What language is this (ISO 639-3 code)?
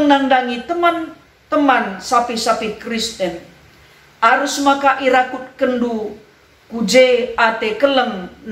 btx